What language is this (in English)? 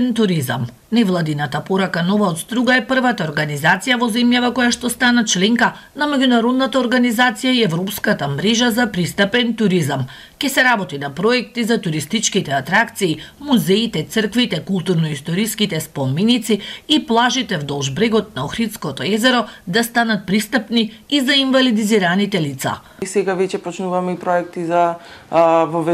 Macedonian